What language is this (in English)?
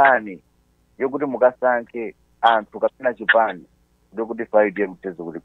Nyanja